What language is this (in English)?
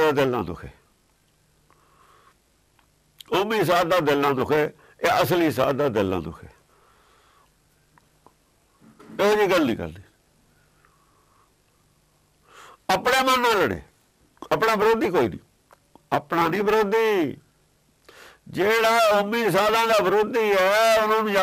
Punjabi